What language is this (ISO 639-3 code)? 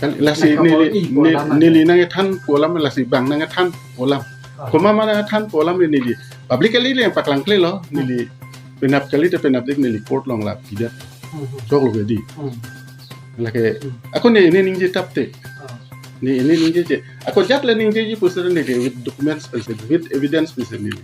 mjw